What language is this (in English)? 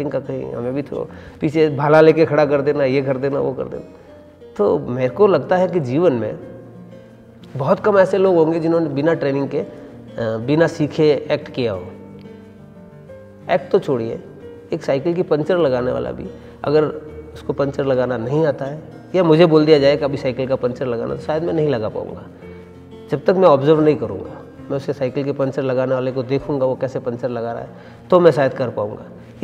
Hindi